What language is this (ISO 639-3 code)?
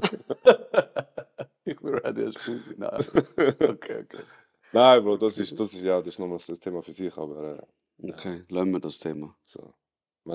gsw